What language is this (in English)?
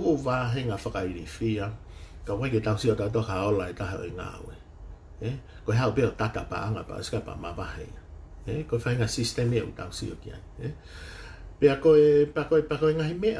Tongan